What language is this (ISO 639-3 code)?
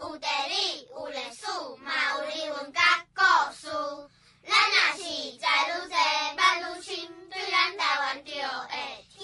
nan